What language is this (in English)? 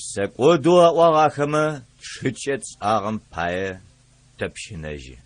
Adyghe